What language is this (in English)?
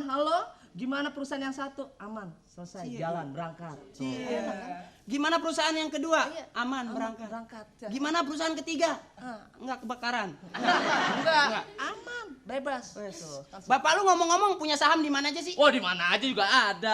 Betawi